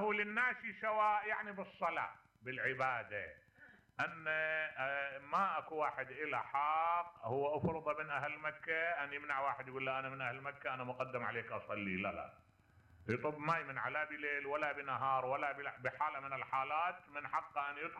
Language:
Mesopotamian Arabic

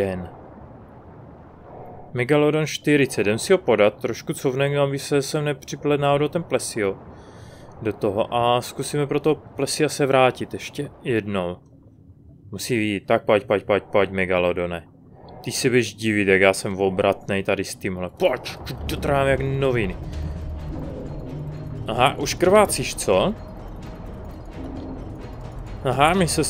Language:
Czech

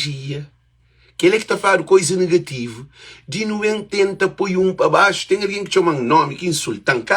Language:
Kabuverdianu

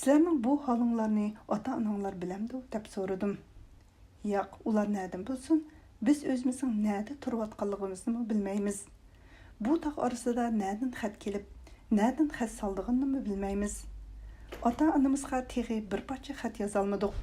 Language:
Uyghur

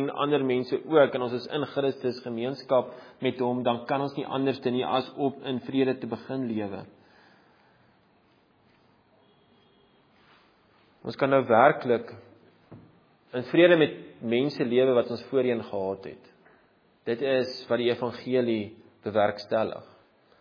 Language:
Afrikaans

